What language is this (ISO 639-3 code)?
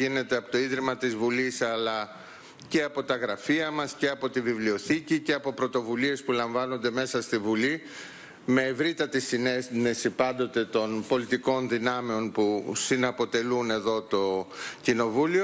ell